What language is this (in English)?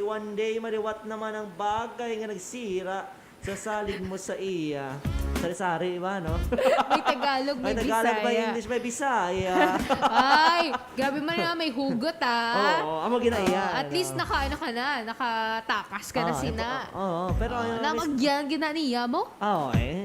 Hiligaynon